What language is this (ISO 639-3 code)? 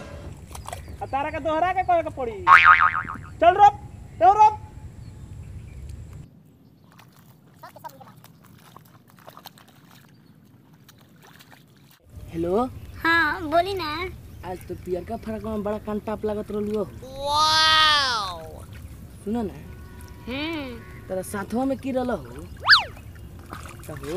bho